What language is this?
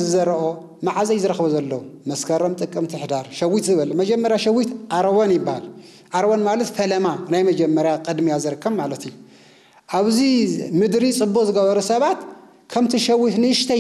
Tigrinya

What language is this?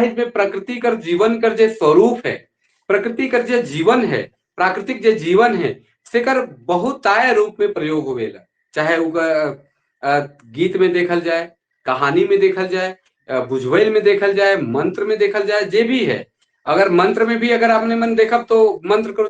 Sadri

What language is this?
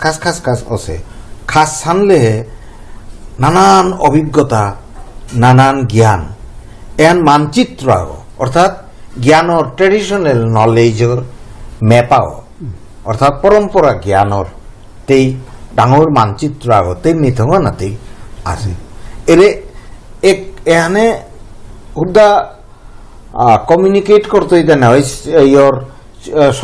Bishnupriya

